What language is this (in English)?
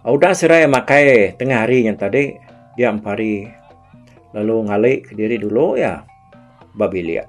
Iban